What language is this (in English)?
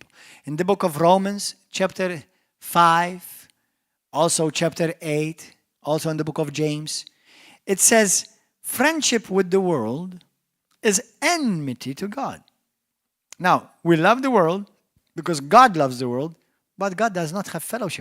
English